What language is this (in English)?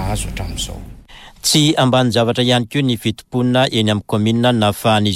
Malagasy